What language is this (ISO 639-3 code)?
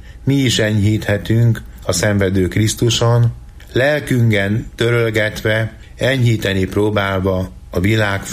hun